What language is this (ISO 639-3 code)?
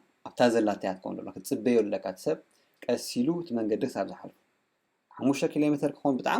tir